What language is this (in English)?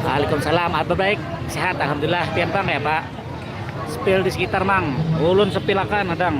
Banjar